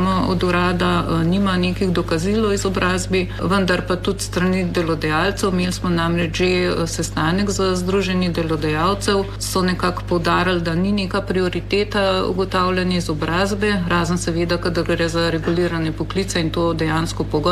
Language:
Slovenian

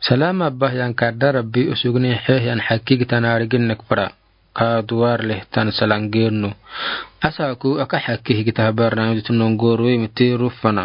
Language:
Afar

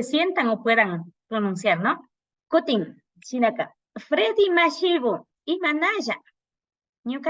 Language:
Imbabura Highland Quichua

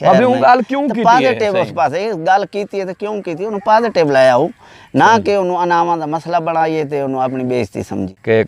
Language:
Saraiki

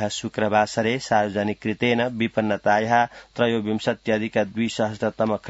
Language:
Sanskrit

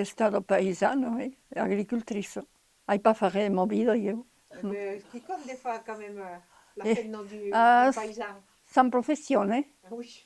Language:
Occitan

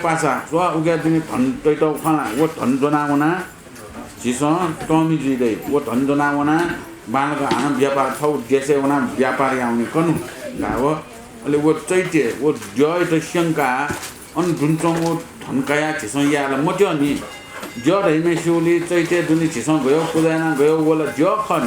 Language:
Newari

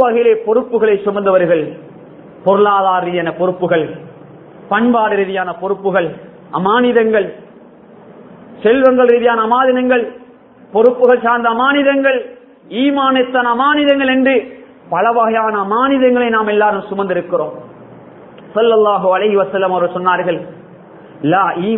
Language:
Tamil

